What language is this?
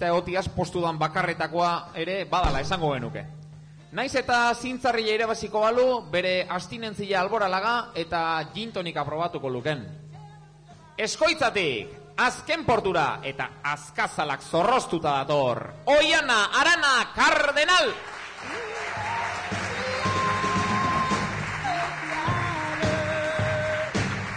Basque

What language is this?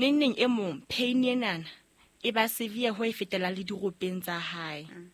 Southern Sotho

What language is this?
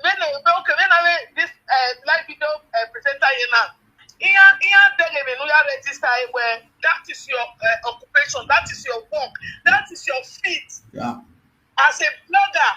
Nigerian Pidgin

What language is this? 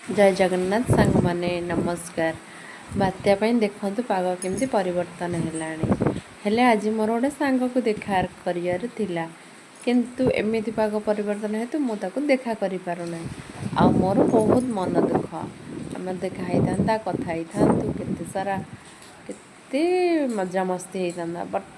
Odia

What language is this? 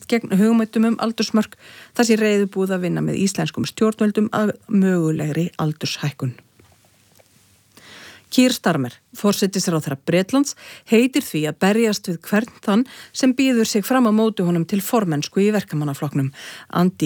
Icelandic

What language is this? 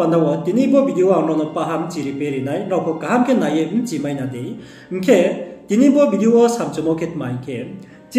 Riang (India)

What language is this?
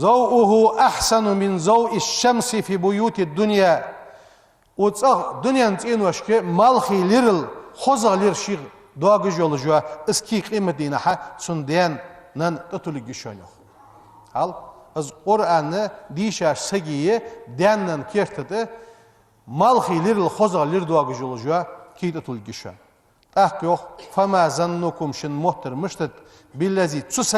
Ingush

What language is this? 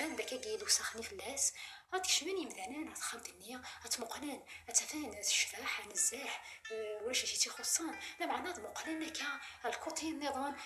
Kabyle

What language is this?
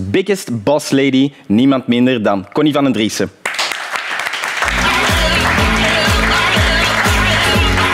Dutch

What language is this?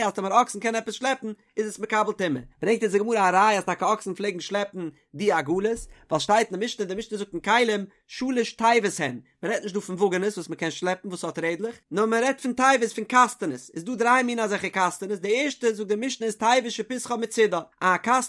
Yiddish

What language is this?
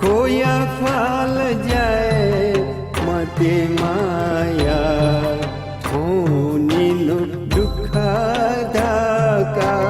Newari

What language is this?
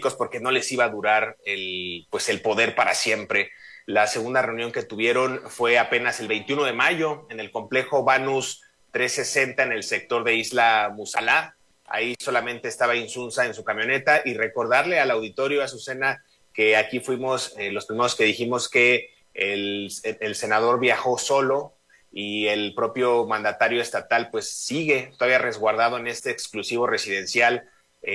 Spanish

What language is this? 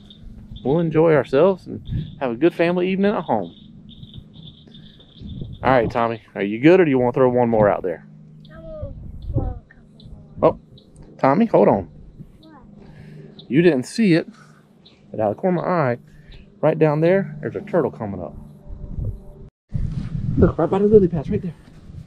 English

